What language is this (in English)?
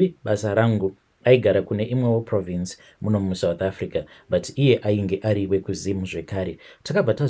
Shona